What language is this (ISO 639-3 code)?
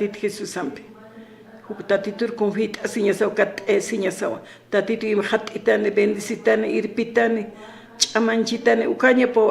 aym